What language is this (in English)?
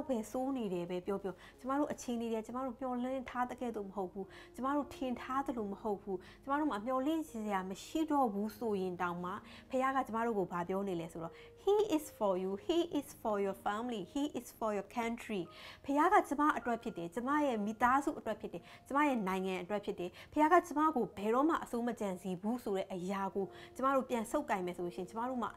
Burmese